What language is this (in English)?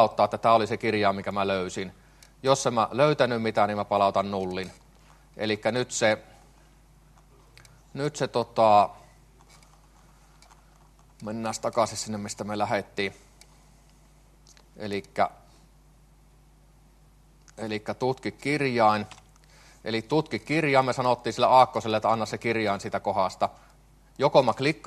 Finnish